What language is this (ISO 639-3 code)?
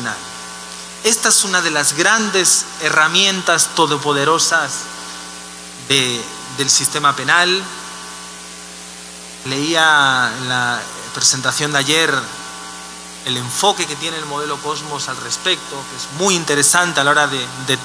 spa